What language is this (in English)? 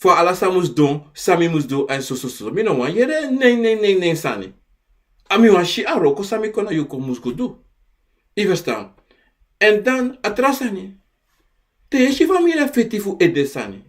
Sranan Tongo